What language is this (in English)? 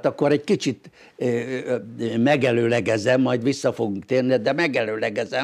Hungarian